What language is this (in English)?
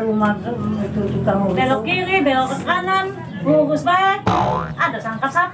Musi